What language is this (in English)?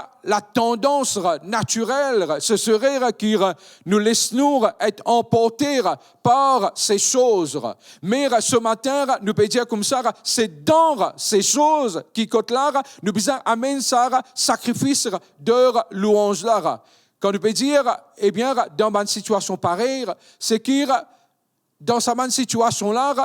Morisyen